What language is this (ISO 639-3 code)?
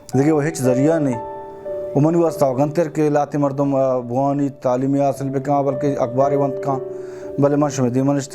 bal